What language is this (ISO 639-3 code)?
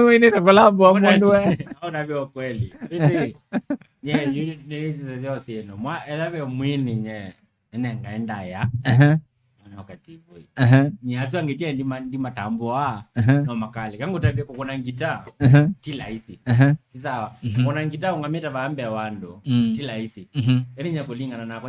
kam